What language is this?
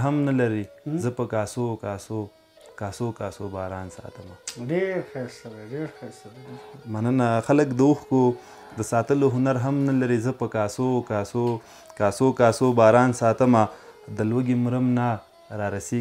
Pashto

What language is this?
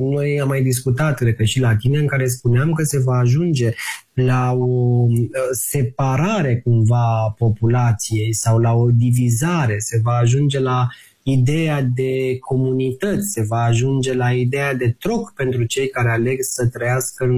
Romanian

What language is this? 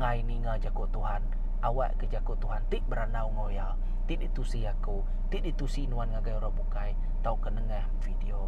Iban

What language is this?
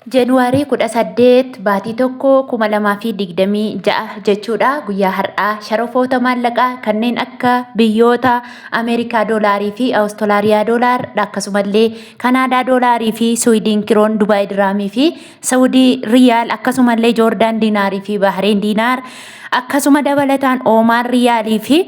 Oromo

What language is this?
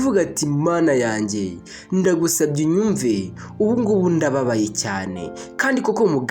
Kinyarwanda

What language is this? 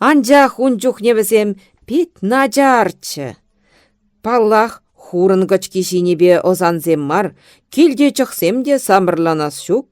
Chuvash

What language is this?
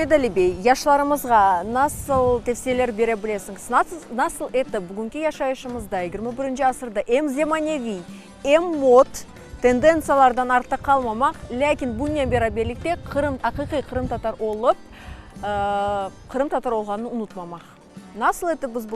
Crimean Tatar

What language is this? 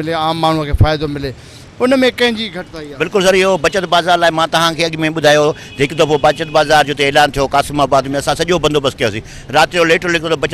Sindhi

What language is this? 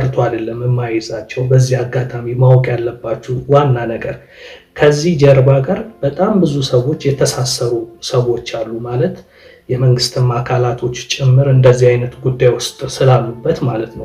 Amharic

